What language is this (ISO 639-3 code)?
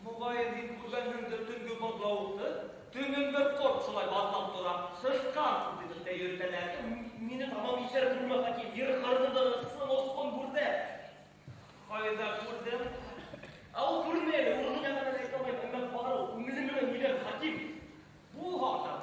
bak